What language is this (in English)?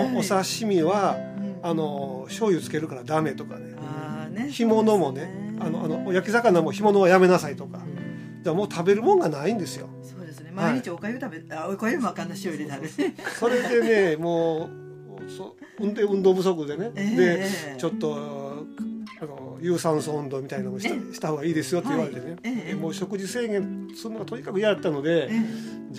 Japanese